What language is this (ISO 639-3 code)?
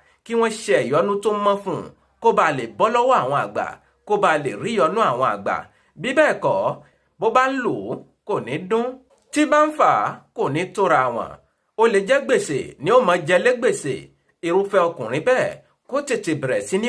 yor